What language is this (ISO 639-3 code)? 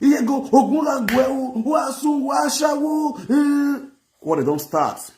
pcm